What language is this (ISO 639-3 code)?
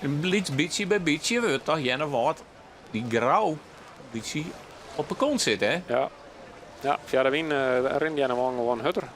fry